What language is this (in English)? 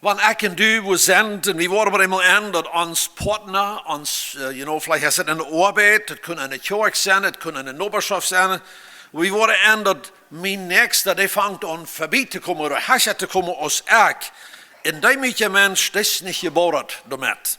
Plautdietsch